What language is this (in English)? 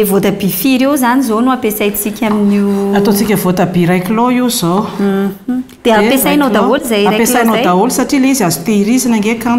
Malagasy